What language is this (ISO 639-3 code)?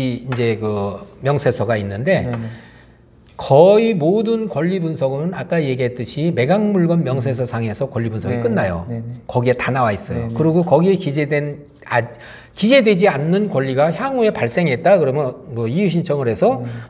kor